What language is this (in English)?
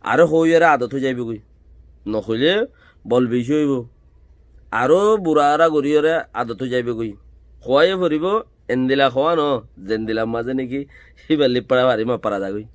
Rohingya